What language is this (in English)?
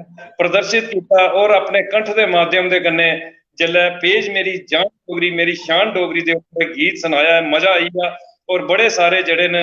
Dogri